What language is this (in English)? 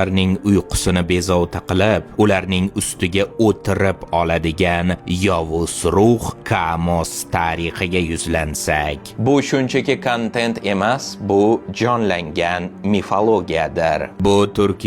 Uzbek